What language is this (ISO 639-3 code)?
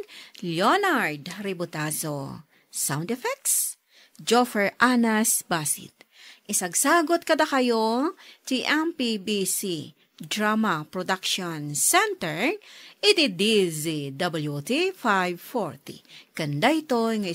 ilo